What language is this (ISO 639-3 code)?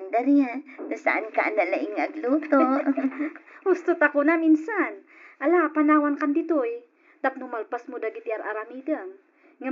ilo